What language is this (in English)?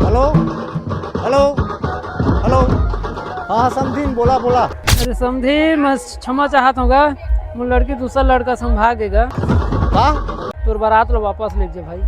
Chhattisgarhi